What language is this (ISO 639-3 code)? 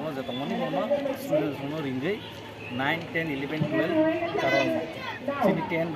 trp